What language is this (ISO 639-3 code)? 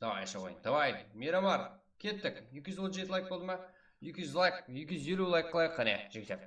kaa